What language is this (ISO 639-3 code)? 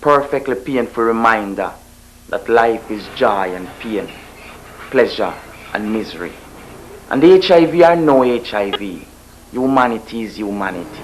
jam